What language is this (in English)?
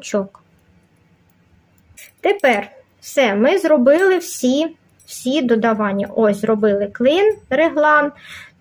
Ukrainian